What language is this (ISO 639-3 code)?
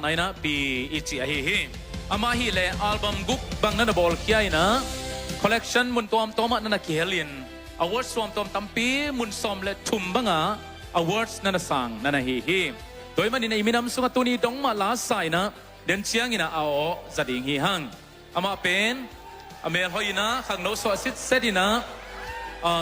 ctd